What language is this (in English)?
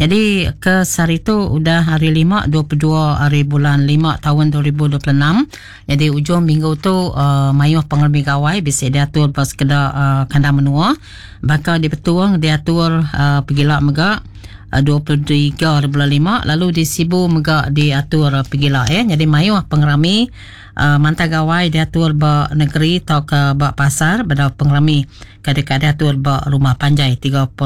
Iban